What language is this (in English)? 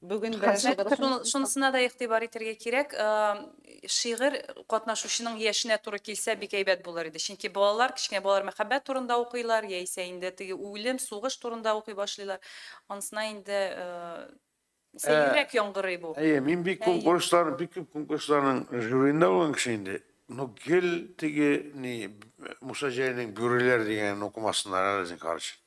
Tatar